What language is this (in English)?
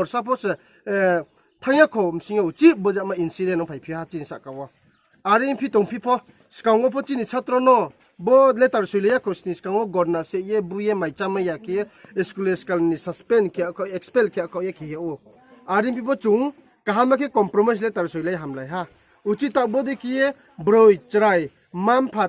Riang (India)